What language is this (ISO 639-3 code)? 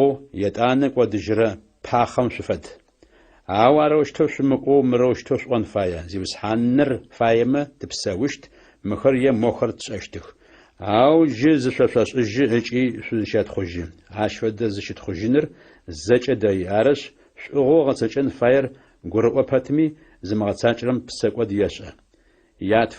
ady